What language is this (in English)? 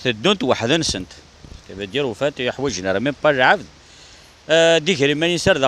Kabyle